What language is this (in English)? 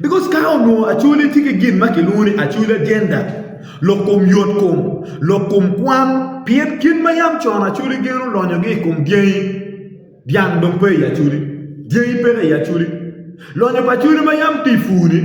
Acoli